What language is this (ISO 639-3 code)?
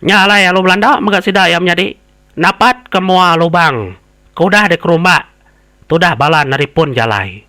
iba